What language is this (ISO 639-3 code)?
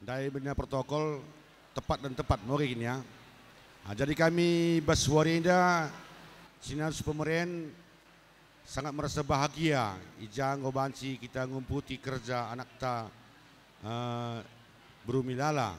btx